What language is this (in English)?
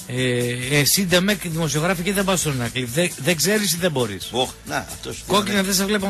Greek